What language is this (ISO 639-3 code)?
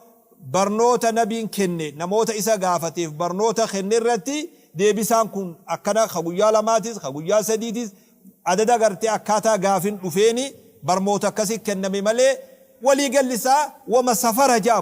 orm